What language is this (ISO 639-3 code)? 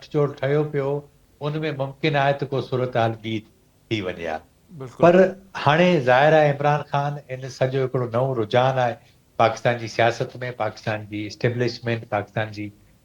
snd